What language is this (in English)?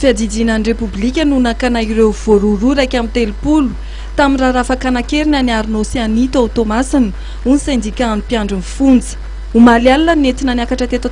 Malagasy